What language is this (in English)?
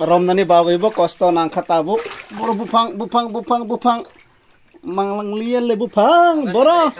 Kok Borok